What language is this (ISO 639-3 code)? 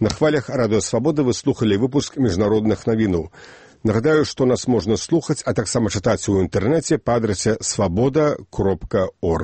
bel